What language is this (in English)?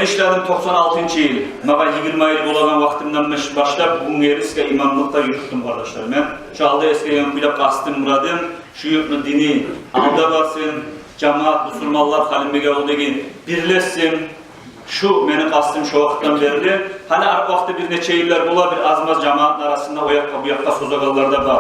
Kumyk